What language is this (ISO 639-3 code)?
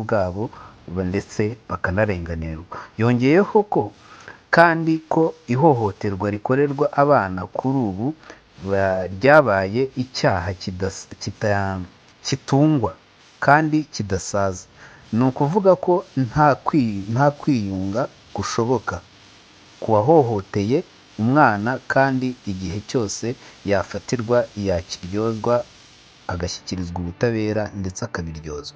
kin